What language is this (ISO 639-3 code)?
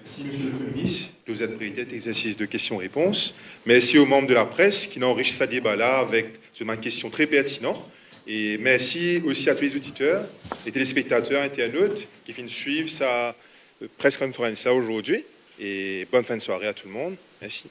mfe